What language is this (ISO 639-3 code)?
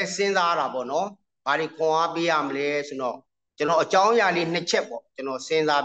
mya